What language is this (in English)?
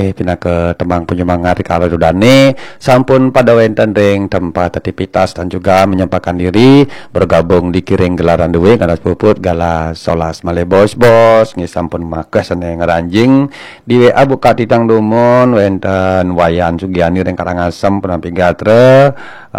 Balinese